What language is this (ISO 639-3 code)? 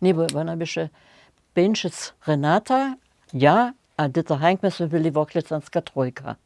hsb